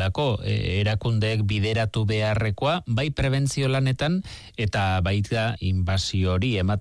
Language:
Basque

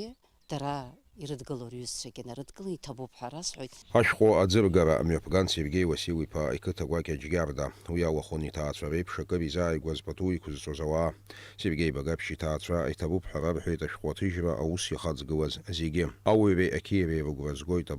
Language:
Abkhazian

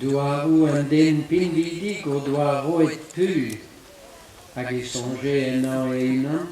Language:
Breton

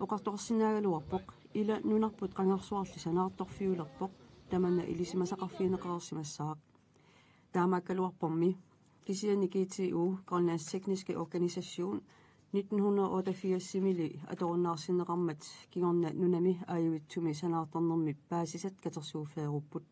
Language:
Kalaallisut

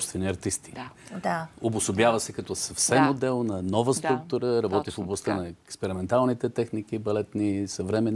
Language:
Bulgarian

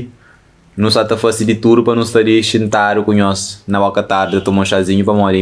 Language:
Kabuverdianu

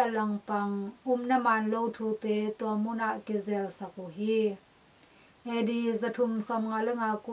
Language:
Tedim Chin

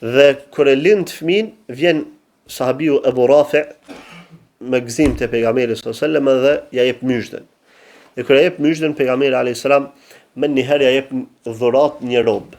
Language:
Albanian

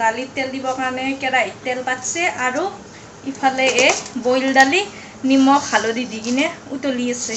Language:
Assamese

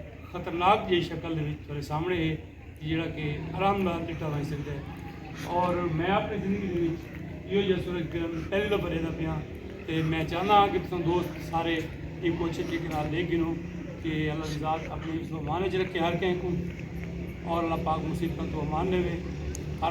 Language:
Saraiki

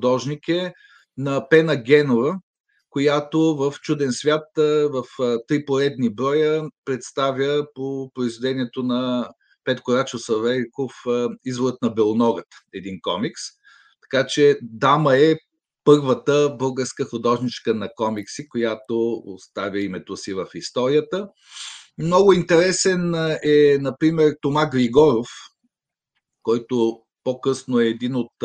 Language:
Bulgarian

